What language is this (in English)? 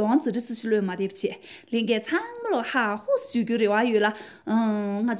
Tibetan